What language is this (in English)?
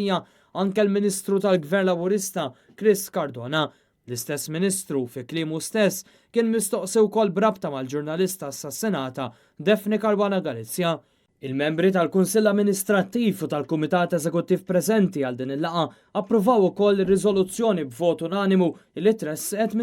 Maltese